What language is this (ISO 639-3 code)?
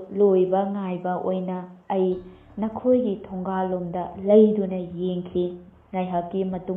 mni